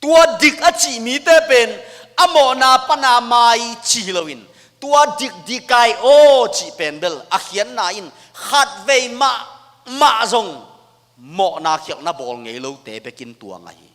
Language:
Tedim Chin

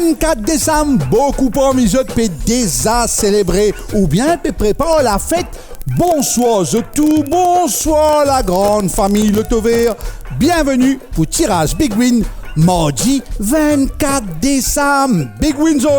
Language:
Morisyen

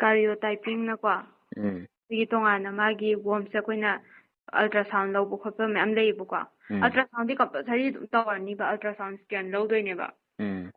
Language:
Manipuri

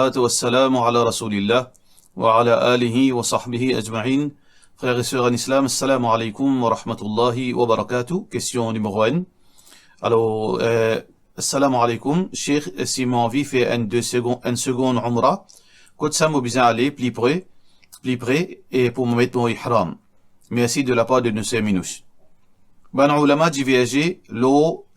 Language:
Morisyen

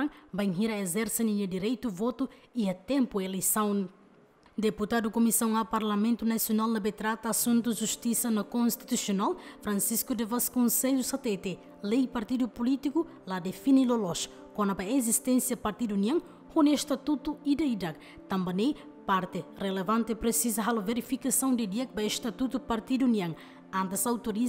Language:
Tetum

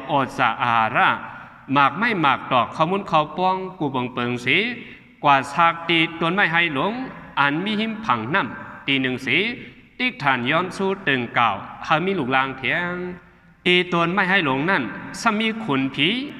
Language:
Shan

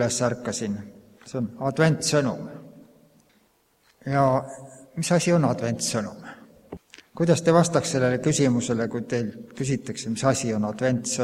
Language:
Estonian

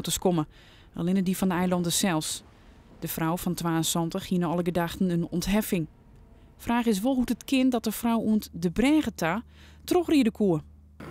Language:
Western Frisian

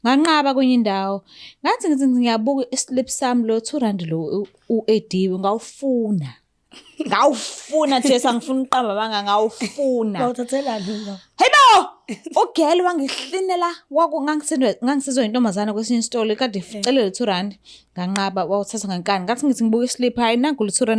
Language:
Zulu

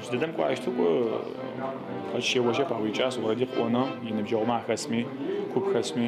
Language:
Adyghe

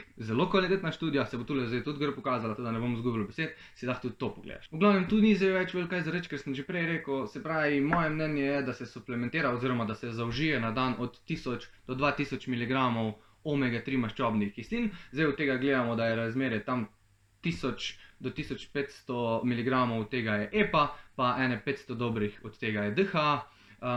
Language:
Slovenian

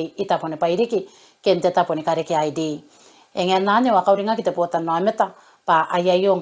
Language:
Gilbertese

